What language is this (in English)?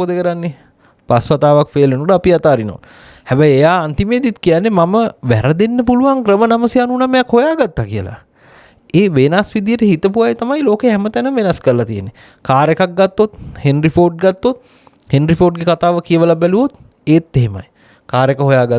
Sinhala